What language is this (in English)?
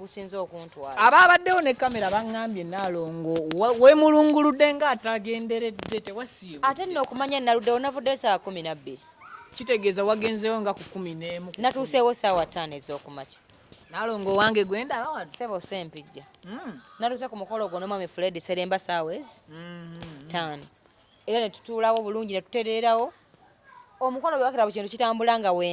Ganda